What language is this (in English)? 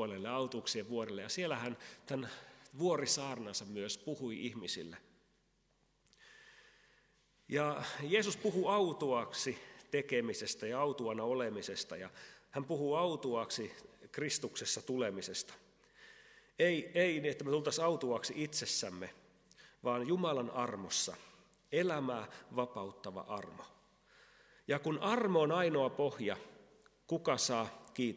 Finnish